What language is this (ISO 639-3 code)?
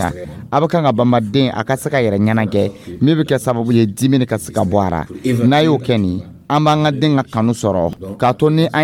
dyu